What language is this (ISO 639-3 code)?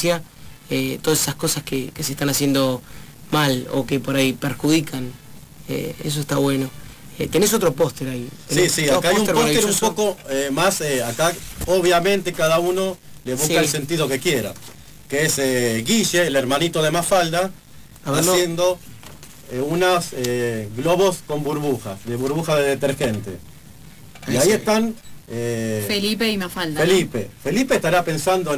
spa